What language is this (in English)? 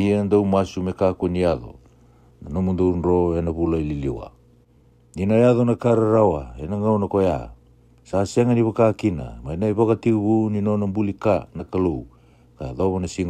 Fijian